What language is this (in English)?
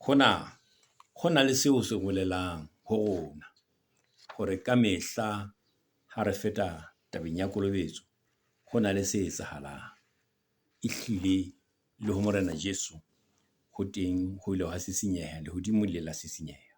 Southern Sotho